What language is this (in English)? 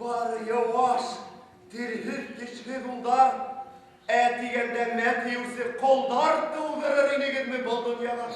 Bashkir